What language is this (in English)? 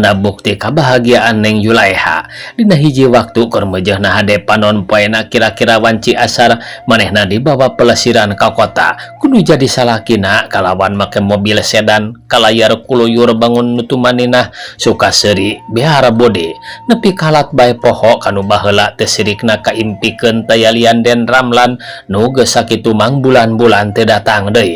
Sundanese